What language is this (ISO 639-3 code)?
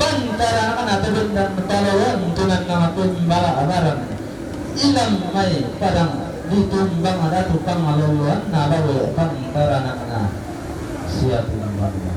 sda